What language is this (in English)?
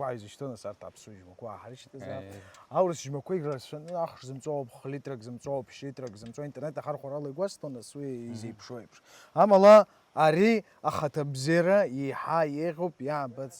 Abkhazian